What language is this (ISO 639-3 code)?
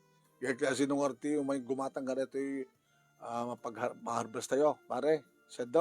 ilo